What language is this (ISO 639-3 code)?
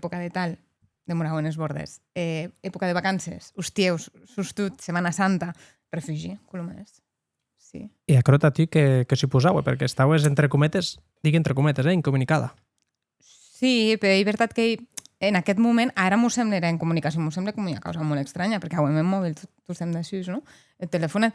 oci